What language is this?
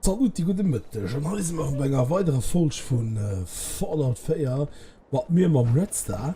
Luxembourgish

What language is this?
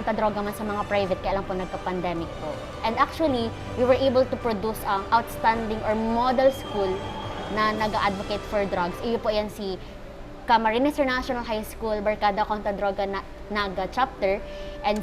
Bikol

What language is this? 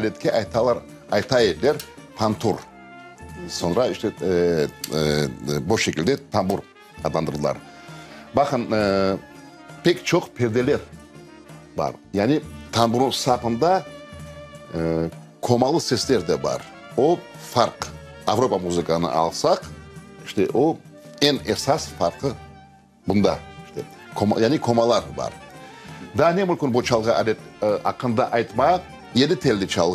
Crimean Tatar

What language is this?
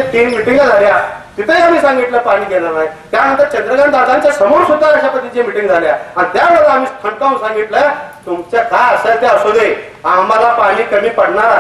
Marathi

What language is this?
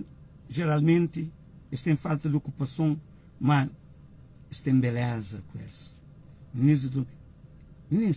Kabuverdianu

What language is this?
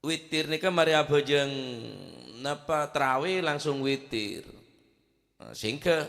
Madurese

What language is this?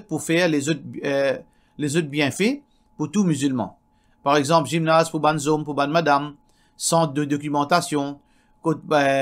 Morisyen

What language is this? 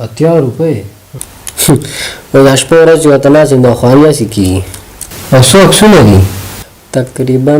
Pashto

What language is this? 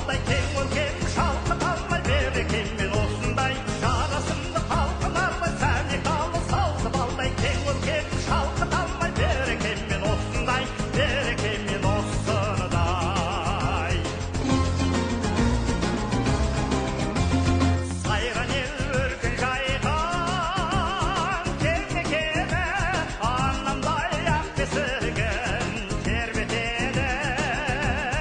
Kazakh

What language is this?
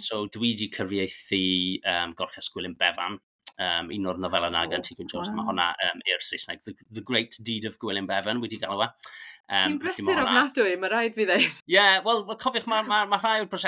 Welsh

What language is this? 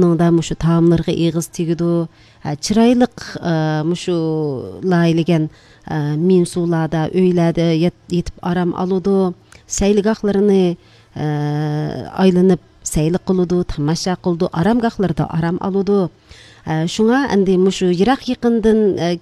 Uyghur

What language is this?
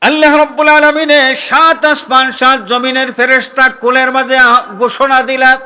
Sylheti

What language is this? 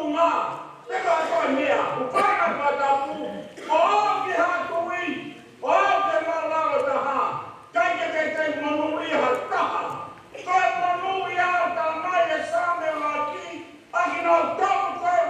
Tongan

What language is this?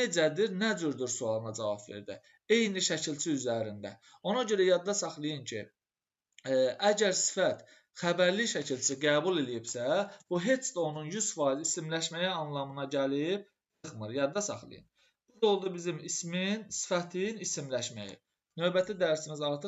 Azerbaijani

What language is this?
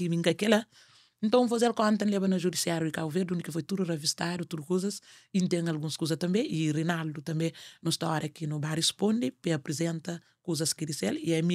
Kabuverdianu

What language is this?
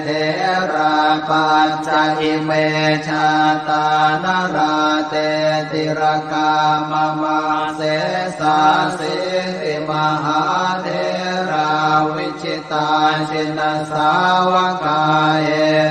Pali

